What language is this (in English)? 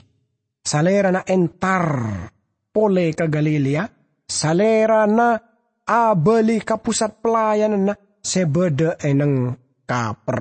Madurese